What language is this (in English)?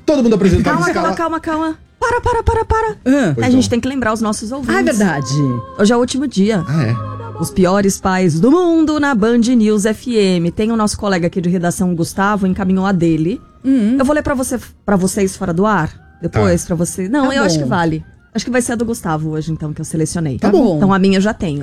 Portuguese